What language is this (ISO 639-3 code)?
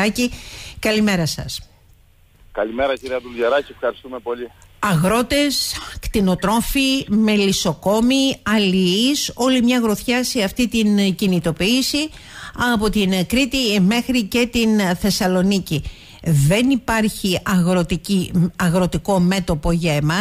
ell